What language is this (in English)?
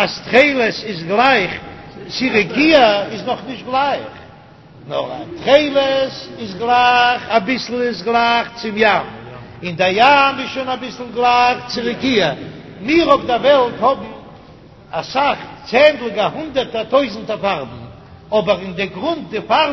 Yiddish